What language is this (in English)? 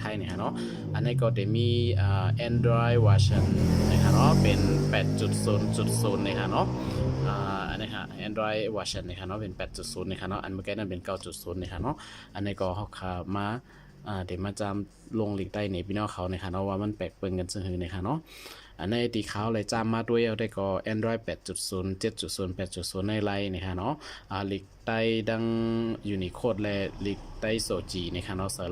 Shan